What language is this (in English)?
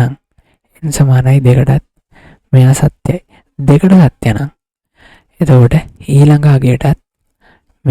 Sinhala